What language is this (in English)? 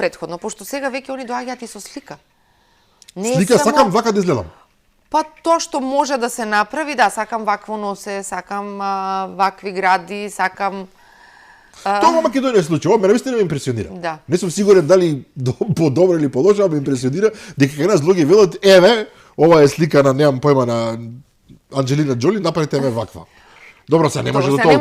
Macedonian